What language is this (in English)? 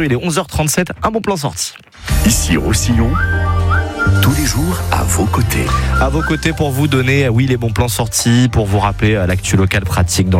French